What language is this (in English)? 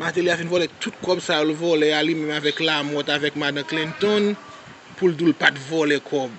Haitian Creole